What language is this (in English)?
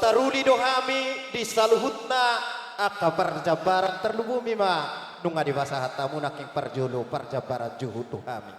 Batak Toba